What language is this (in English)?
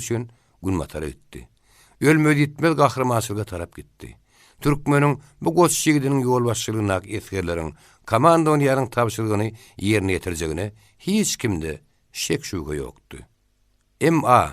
Turkmen